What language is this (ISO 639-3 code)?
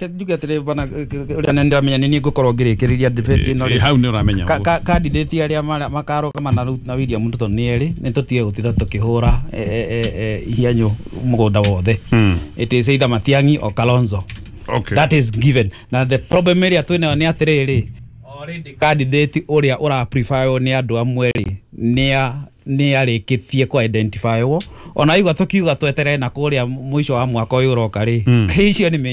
kik